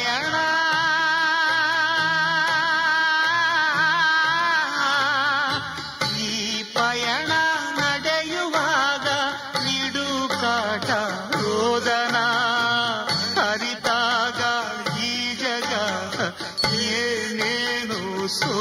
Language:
Kannada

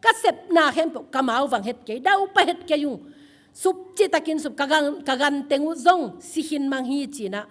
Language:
Tedim Chin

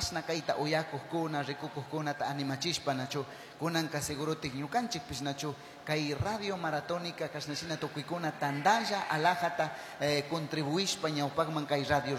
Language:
Chimborazo Highland Quichua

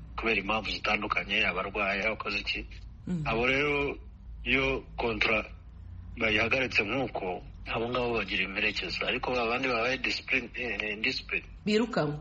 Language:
Kinyarwanda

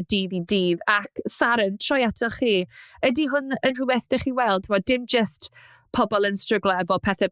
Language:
Welsh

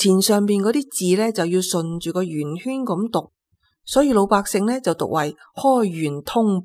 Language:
Cantonese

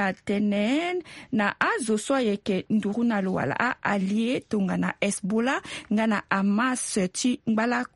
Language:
Sango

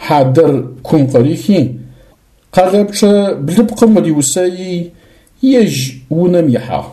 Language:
Adyghe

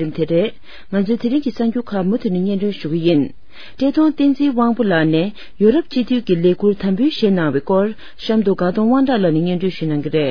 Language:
Tibetan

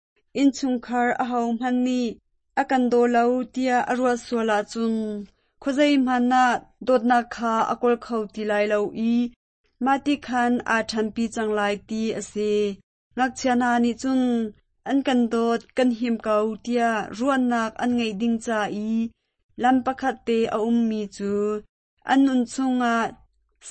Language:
Hakha Chin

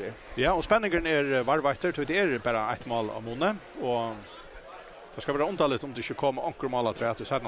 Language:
Faroese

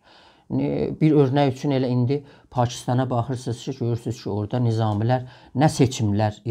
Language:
South Azerbaijani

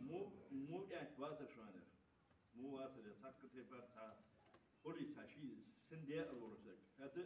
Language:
Ingush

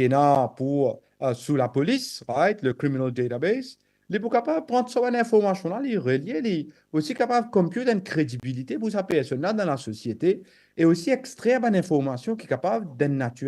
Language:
Morisyen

